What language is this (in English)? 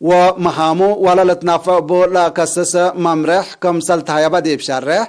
Tigre